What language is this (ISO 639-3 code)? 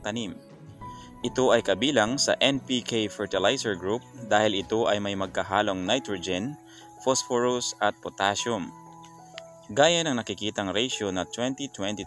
fil